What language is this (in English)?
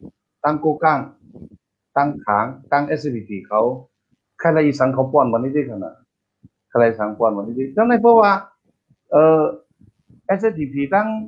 Shan